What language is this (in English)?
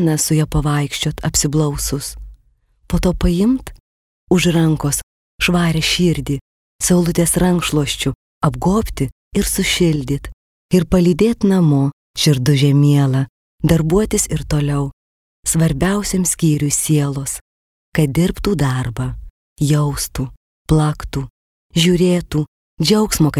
Lithuanian